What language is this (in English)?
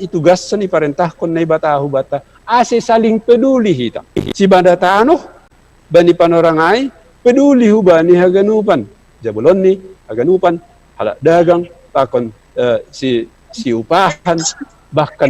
Batak Simalungun